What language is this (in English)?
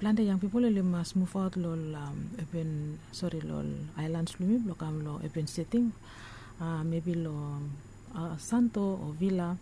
Bislama